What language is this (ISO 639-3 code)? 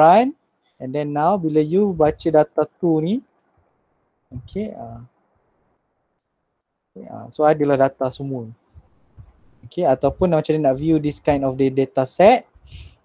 msa